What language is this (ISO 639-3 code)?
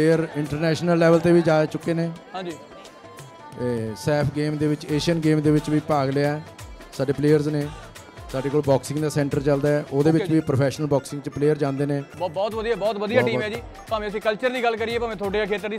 pan